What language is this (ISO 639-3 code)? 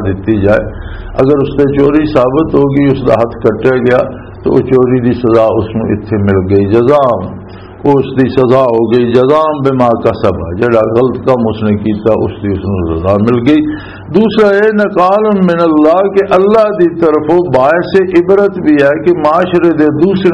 lah